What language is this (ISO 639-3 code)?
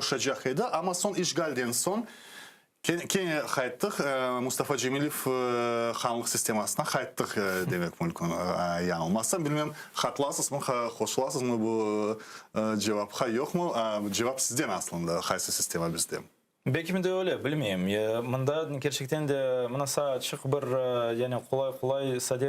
crh